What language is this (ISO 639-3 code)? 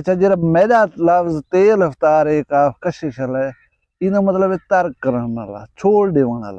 skr